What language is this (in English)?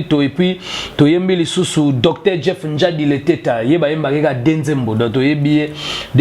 Lingala